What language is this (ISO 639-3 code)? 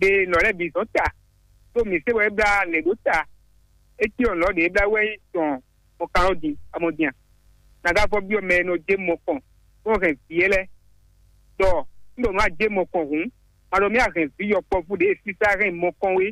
fon